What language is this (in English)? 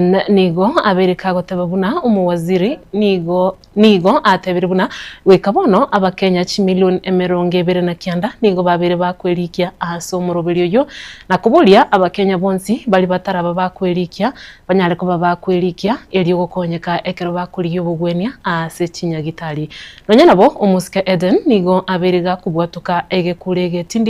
Gusii